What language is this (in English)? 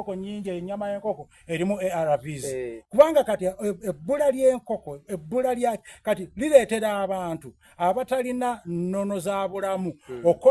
Soga